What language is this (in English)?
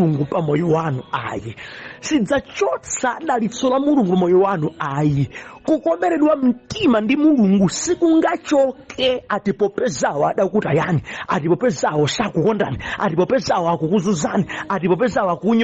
Nyanja